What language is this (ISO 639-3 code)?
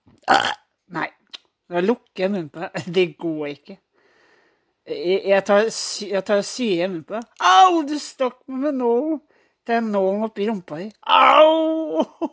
nor